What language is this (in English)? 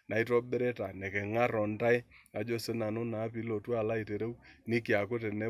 Masai